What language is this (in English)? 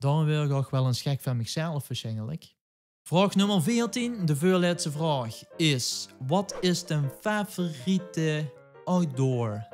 Limburgish